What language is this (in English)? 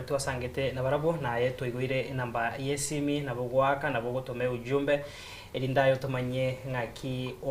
Gusii